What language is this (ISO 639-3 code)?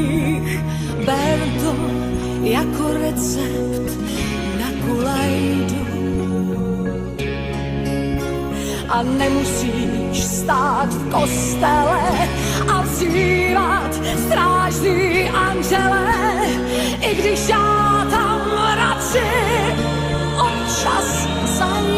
ces